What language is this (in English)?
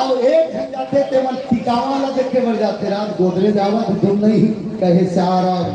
Chhattisgarhi